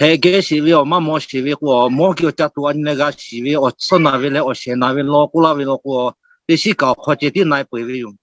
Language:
Lahu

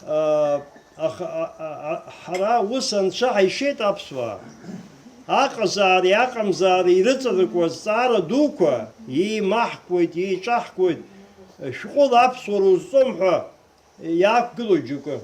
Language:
Abkhazian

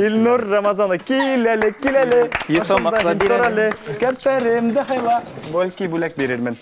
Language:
Bashkir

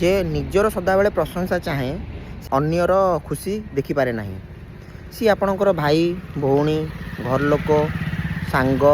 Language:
Odia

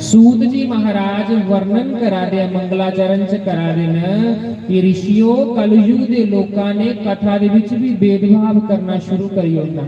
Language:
Dogri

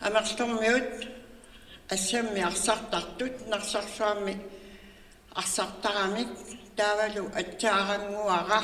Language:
Kalaallisut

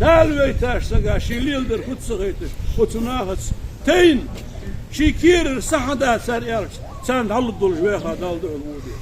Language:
Ingush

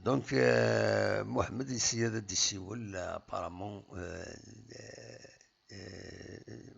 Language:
Kabyle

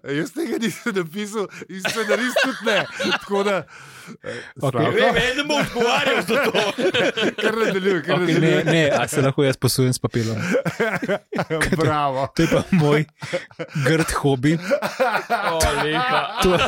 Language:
Slovenian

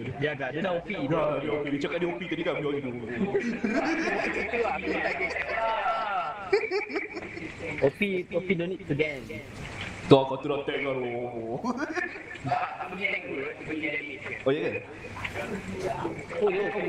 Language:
Malay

